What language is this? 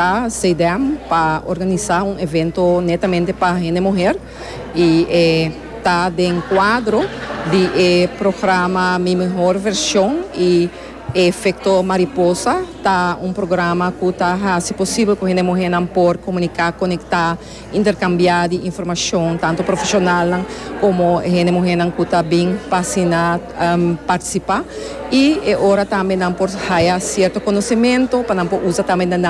Papiamento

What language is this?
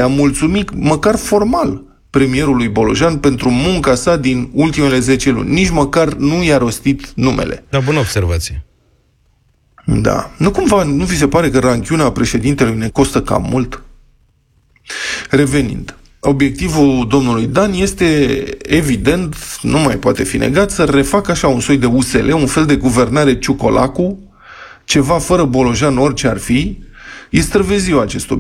Romanian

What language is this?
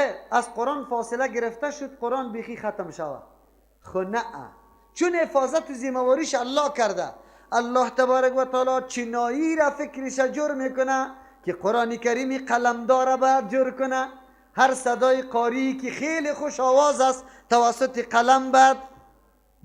Persian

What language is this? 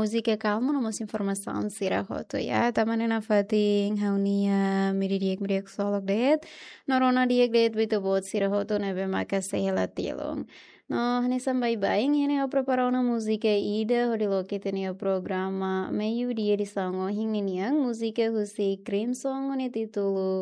Tetum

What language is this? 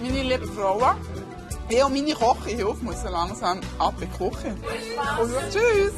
Swiss German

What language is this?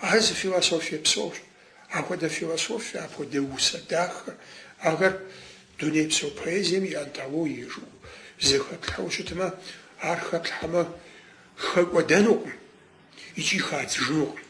Kabardian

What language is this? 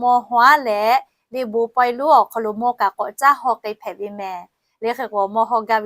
Lahu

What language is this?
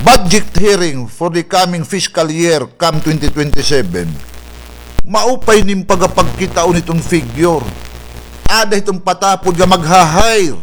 Waray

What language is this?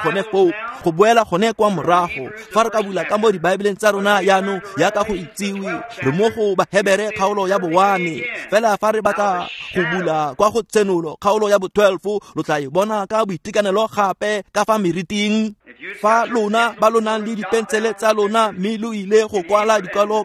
Tswana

